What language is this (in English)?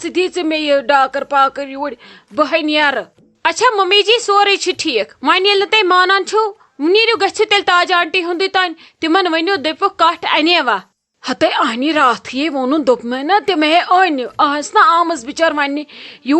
Kashmiri